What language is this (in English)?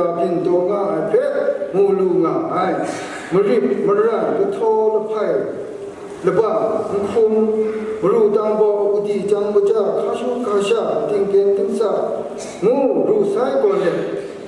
Kachin